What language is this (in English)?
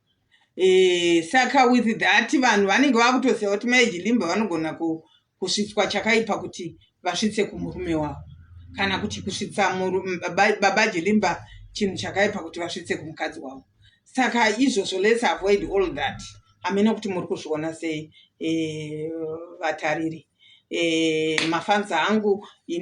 Shona